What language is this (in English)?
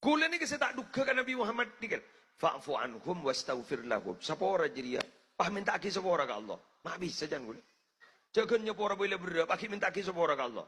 Madurese